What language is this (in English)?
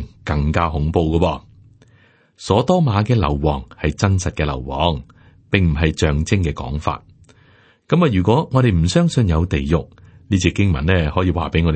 Cantonese